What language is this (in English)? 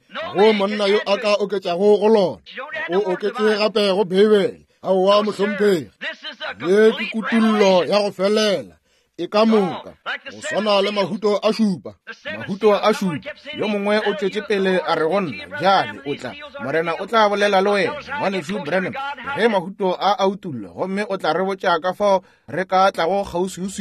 Northern Sotho